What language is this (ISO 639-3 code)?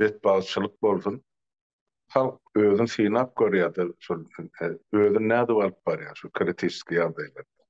tuk